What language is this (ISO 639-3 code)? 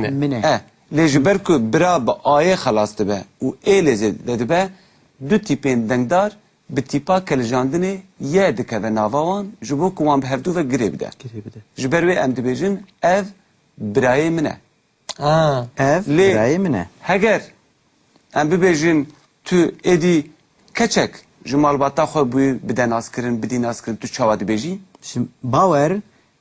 kur